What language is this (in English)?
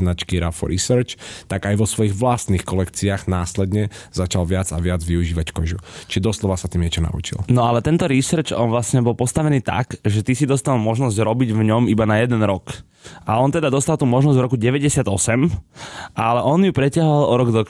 Slovak